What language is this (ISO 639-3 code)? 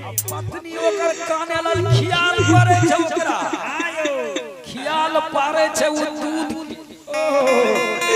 mai